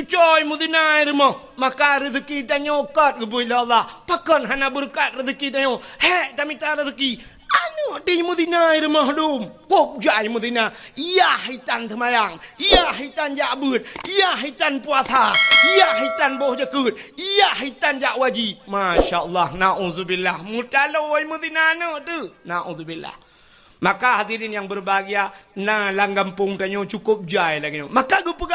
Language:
Achinese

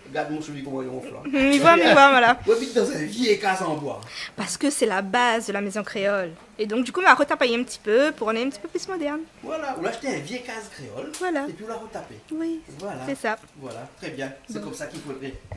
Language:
French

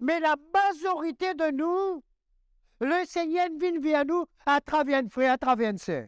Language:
Morisyen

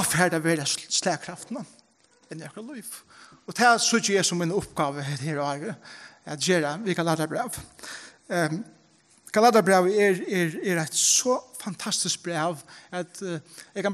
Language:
Faroese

